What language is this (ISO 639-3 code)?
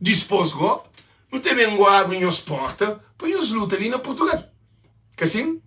kea